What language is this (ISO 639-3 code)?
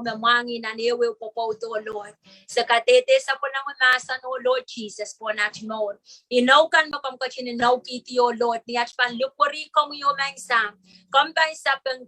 pon